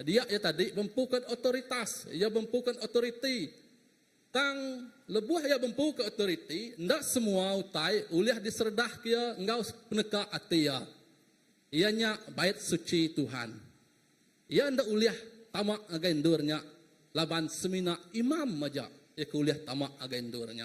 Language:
Iban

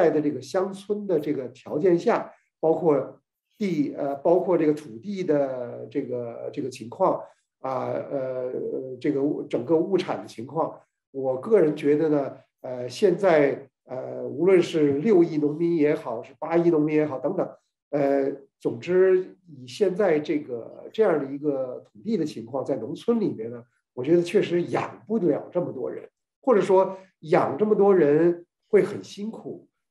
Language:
Chinese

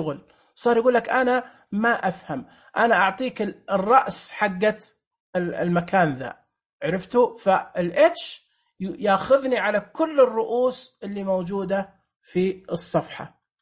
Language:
Najdi Arabic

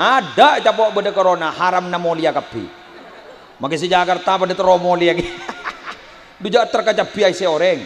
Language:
Madurese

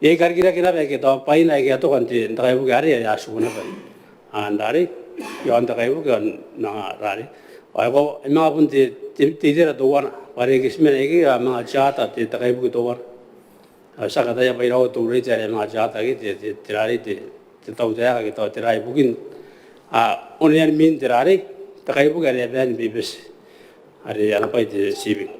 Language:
Gilbertese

